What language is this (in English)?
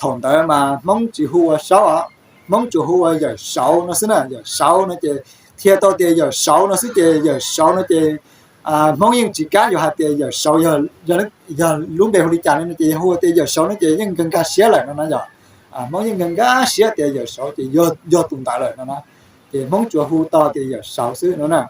Hmong